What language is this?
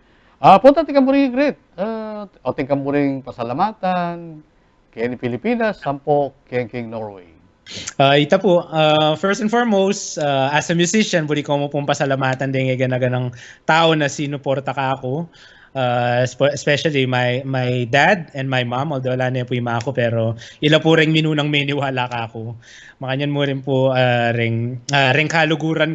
Pampanga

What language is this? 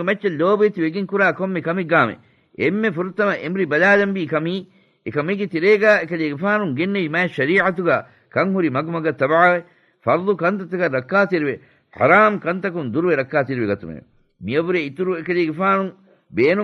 Divehi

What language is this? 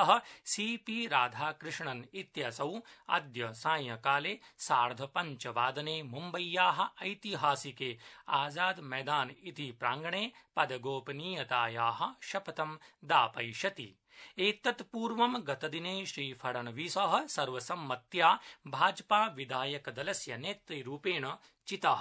Sanskrit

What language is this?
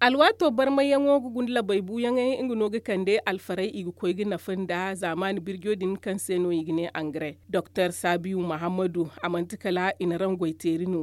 Zarma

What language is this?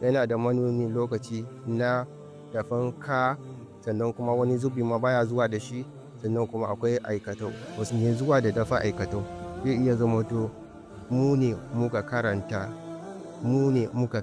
Hausa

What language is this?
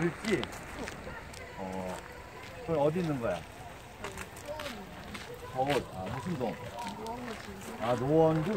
Korean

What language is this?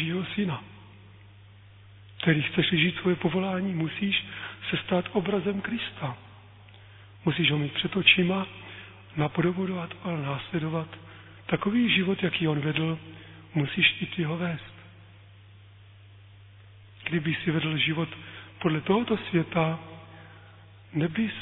Czech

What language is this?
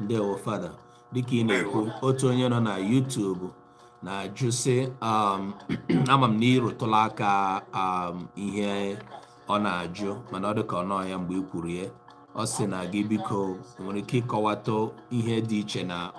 Igbo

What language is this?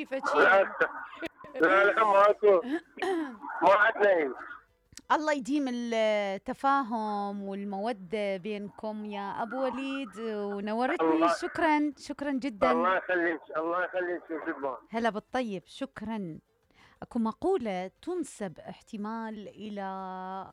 Mesopotamian Arabic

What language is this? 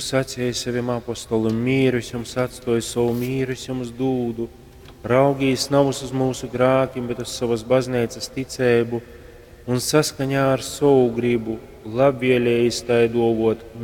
Latgalian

